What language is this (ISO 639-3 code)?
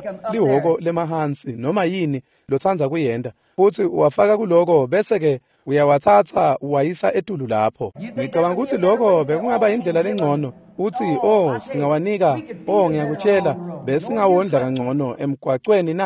ssw